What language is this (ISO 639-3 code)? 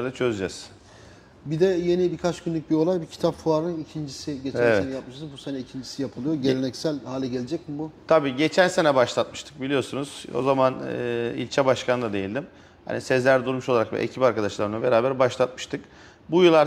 tur